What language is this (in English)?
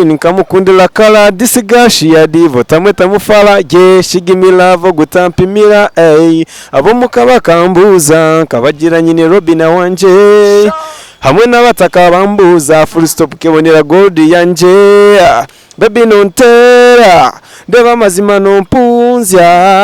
Nyankole